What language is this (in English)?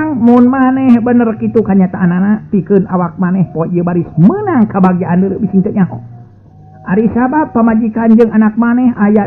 Sundanese